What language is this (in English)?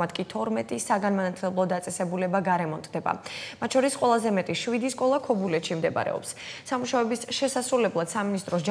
Georgian